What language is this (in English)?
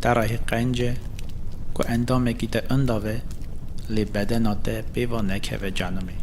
Kurdish